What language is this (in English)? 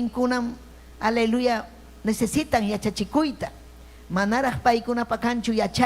Ayacucho Quechua